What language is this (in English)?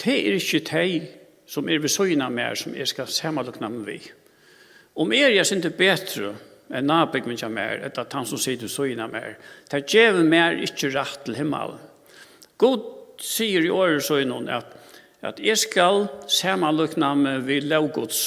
Faroese